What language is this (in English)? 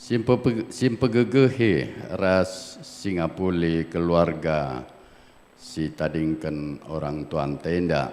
Batak Karo